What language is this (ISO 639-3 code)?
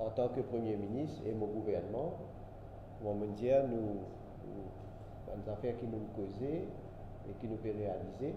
mfe